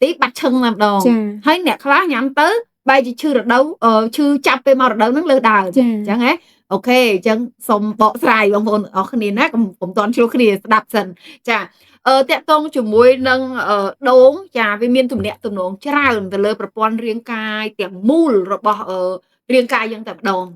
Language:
Khmer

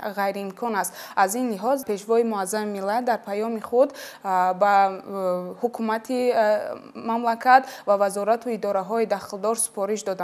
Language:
Tajik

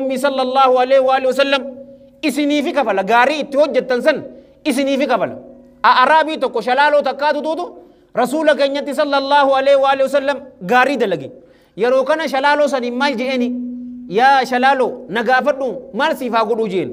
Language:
Oromo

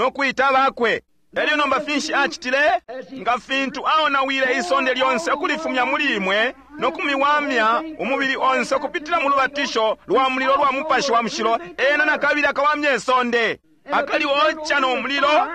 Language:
Bemba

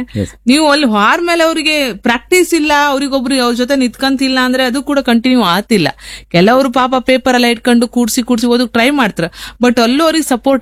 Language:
Kannada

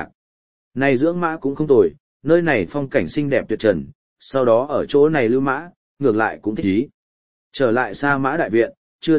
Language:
Vietnamese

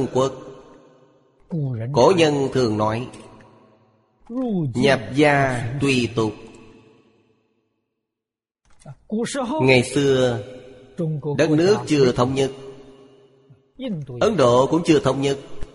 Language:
Vietnamese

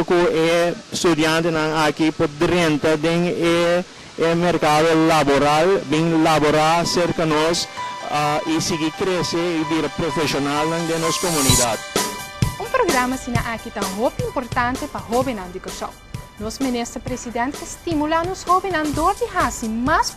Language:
Papiamento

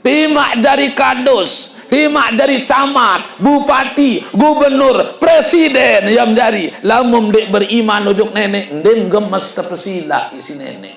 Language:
Sasak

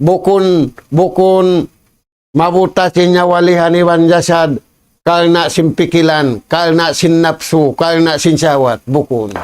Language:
Tausug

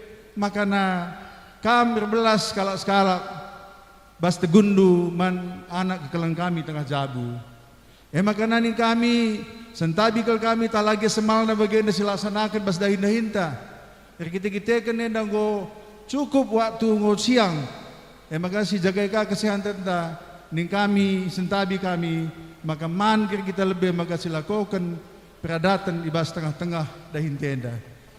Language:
Batak Karo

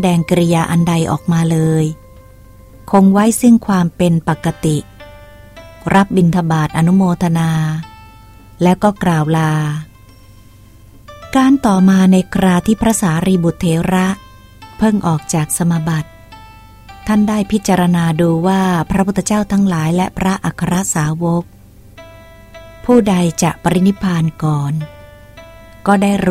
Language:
Thai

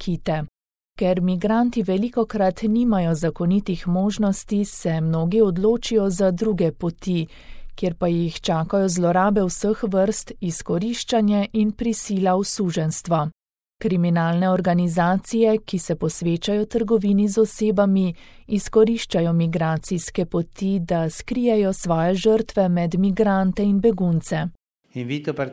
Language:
Slovenian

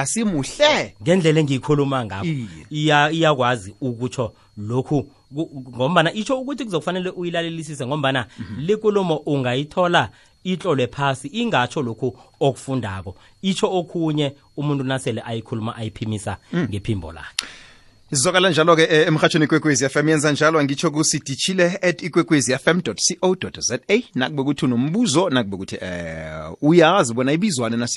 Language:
South Ndebele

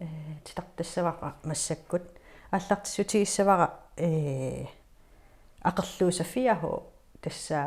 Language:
Kalaallisut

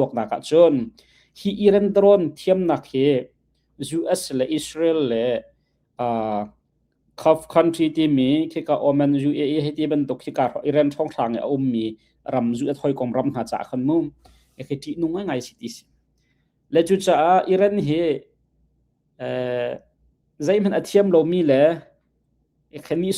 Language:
Hakha Chin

